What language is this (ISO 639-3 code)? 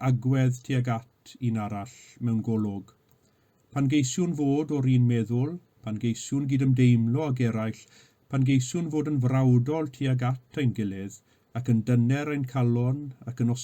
cym